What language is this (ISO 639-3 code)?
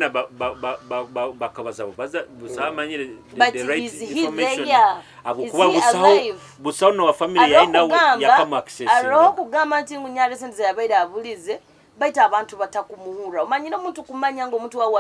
nyo